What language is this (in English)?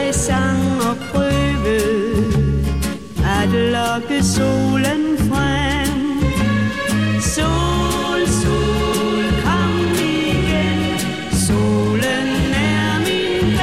Danish